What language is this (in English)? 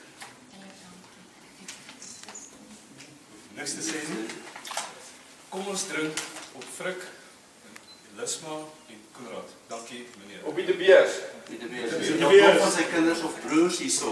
Afrikaans